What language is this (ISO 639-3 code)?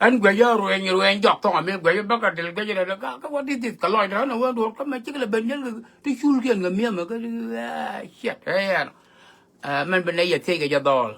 nus